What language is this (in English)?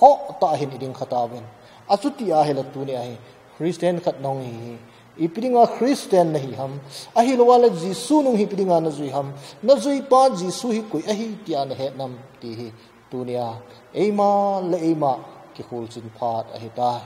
Thado Chin